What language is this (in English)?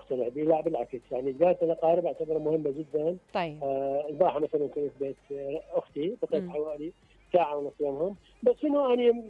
Mesopotamian Arabic